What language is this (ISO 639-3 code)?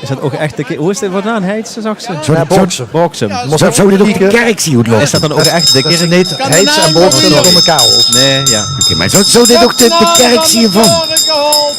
lim